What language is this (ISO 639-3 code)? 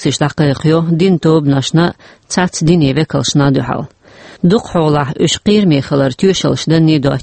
che